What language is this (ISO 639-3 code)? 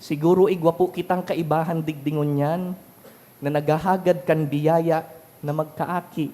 bik